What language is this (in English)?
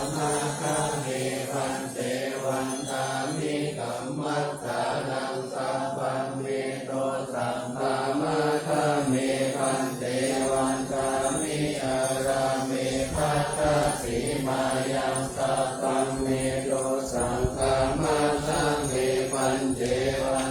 Pali